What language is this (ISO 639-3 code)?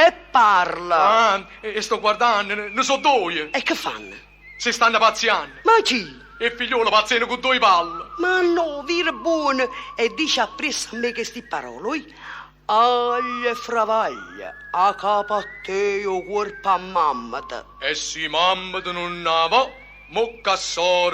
nap